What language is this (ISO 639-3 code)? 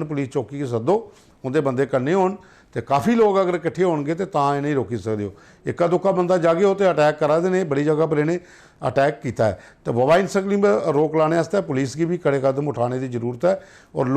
doi